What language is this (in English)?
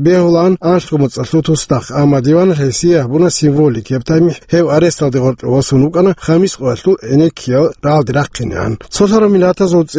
Avaric